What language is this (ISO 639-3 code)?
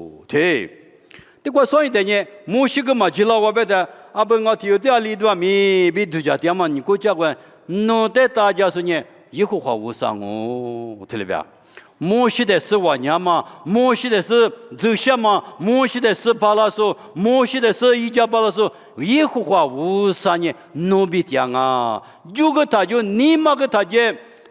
lis